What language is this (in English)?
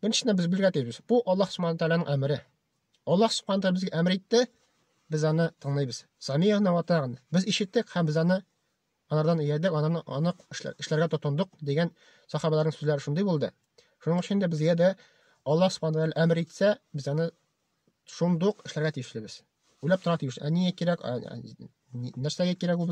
Tatar